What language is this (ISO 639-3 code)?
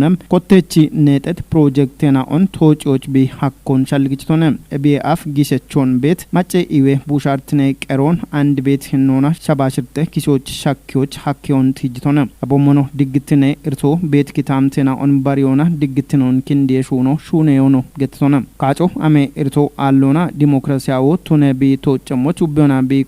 kbr